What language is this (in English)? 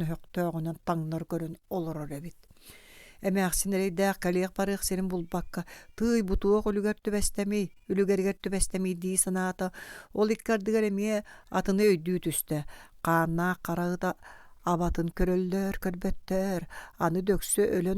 Yakut